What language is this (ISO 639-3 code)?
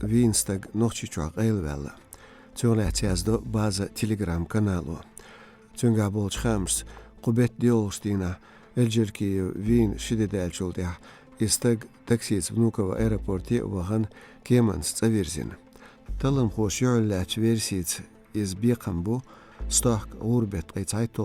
che